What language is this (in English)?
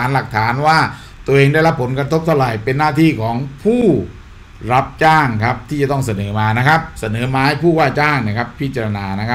Thai